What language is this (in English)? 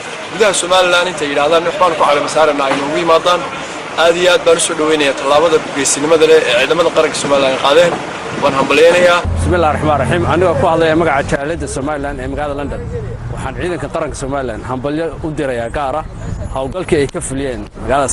Somali